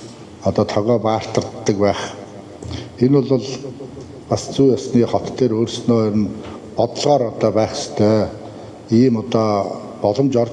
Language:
Mongolian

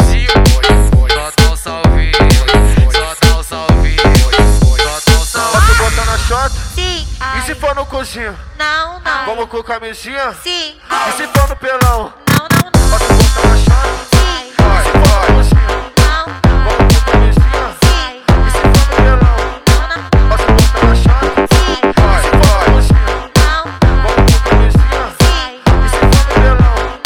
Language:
Portuguese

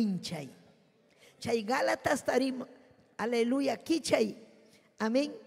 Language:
Ayacucho Quechua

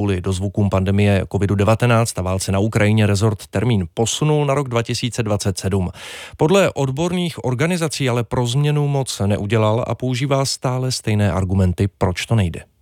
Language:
Czech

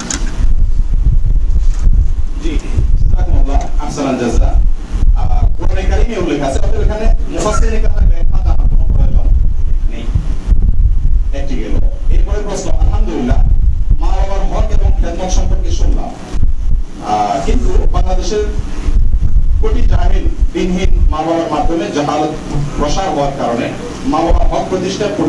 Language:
Bangla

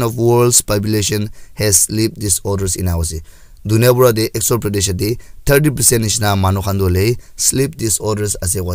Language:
Naga Pidgin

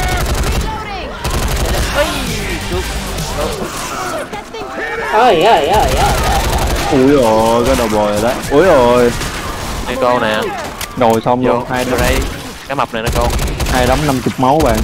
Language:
Vietnamese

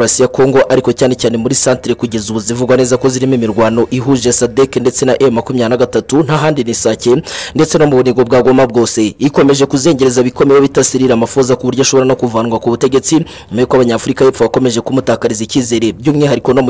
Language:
Kinyarwanda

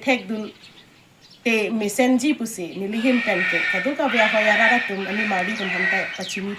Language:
Karbi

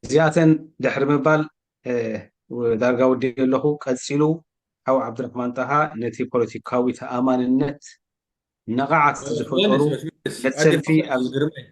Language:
Tigrinya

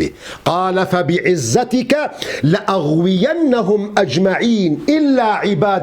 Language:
Kurdish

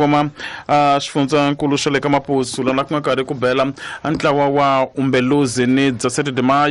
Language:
Tsonga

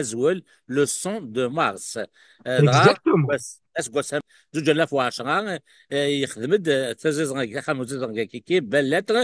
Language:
Kabyle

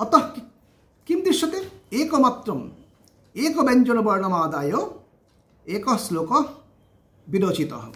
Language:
Sanskrit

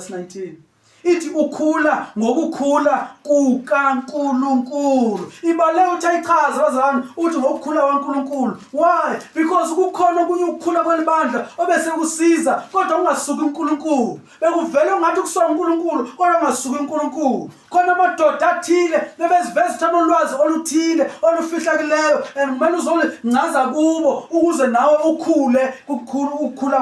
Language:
Zulu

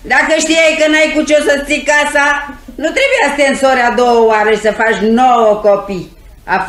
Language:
Romanian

